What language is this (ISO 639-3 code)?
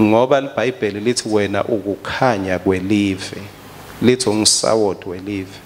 ssw